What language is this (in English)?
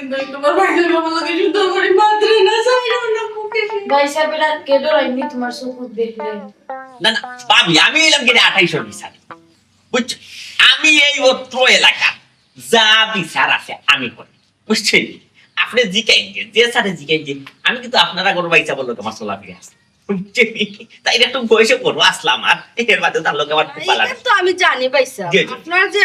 Sylheti